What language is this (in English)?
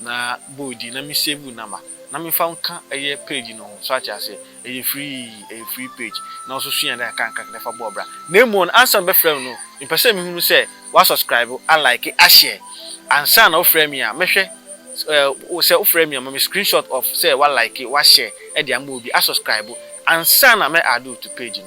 Akan